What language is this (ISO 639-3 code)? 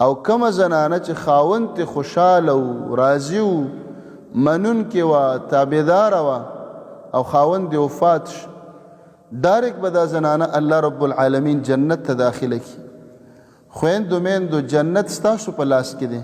pus